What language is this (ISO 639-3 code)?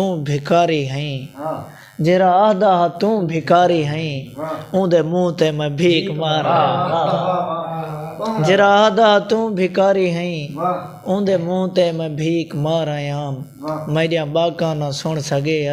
skr